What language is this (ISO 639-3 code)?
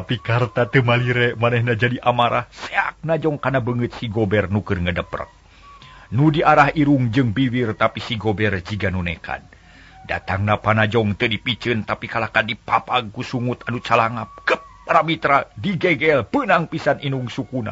sun